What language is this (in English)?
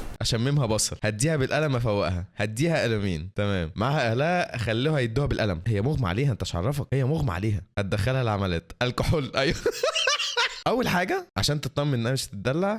Egyptian Arabic